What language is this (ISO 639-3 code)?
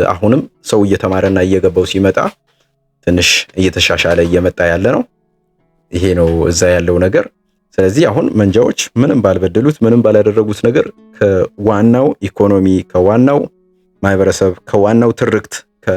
amh